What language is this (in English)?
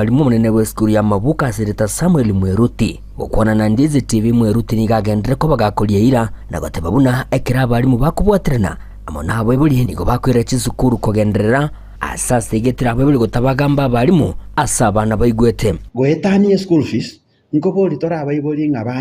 Gusii